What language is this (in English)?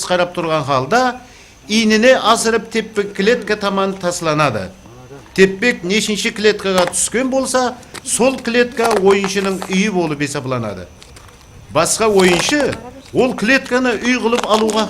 Kara-Kalpak